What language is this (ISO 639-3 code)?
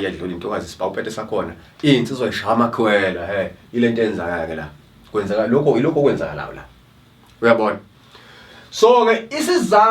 zul